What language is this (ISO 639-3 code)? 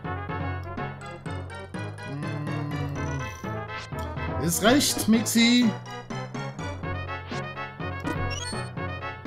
deu